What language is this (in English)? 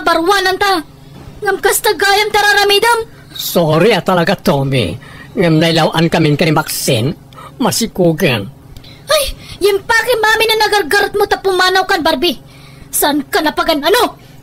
Iloko